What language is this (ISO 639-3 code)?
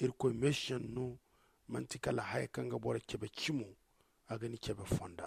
dje